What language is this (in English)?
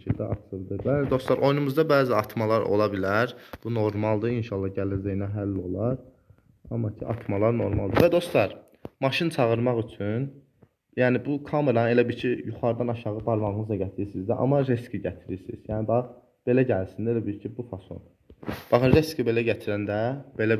Azerbaijani